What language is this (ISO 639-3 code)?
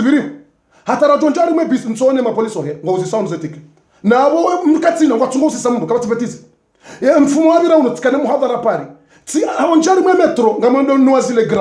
zdj